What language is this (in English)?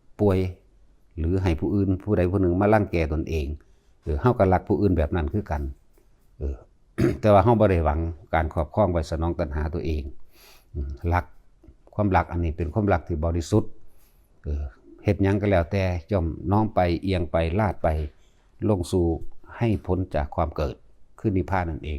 Northeastern Thai